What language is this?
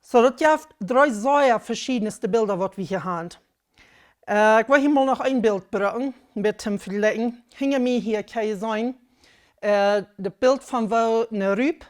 Plautdietsch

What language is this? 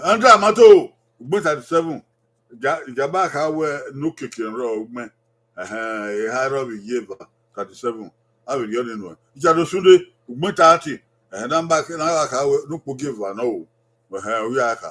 Bini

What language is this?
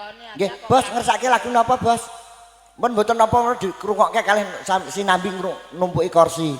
Javanese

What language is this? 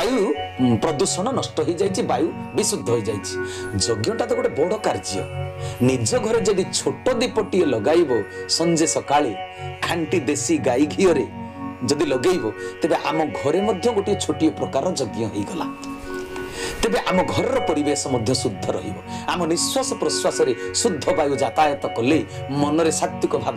Odia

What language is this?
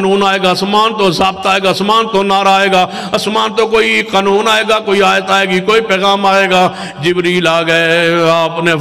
Urdu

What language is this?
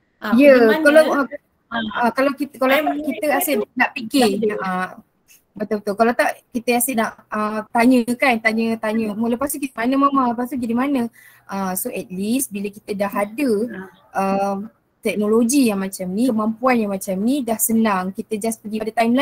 Malay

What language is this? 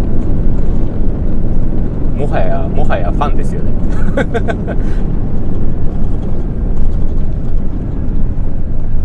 Japanese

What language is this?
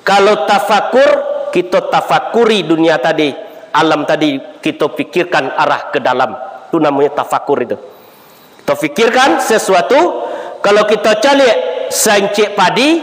Minangkabau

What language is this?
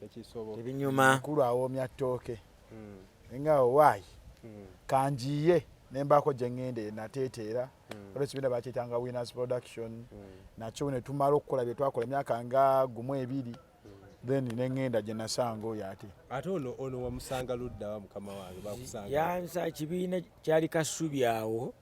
Ganda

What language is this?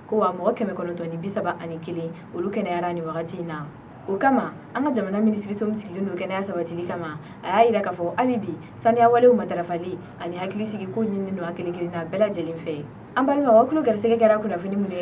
Bambara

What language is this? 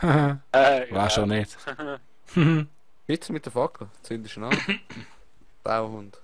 Swiss German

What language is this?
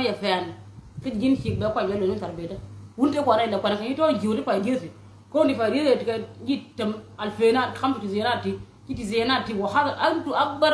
Nuer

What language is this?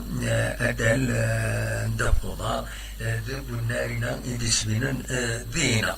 Kabyle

